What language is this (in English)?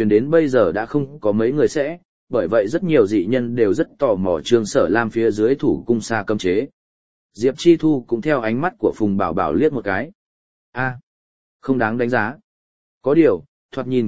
Vietnamese